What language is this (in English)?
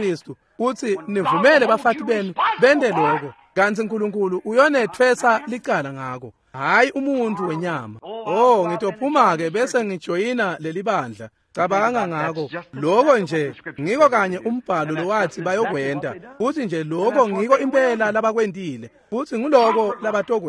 Swati